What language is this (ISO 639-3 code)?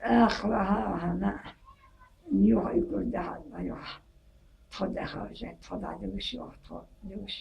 che